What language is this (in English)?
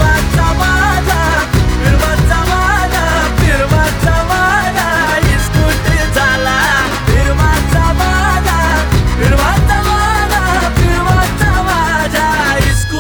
Marathi